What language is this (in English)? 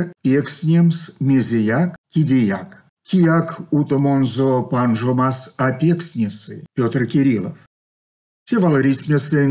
Erzya